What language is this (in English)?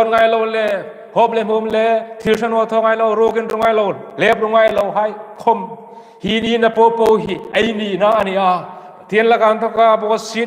Hmar